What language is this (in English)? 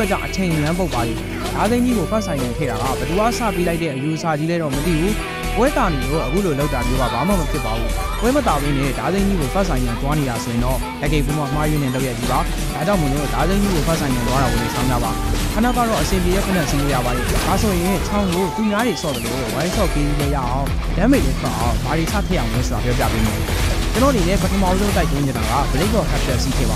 Burmese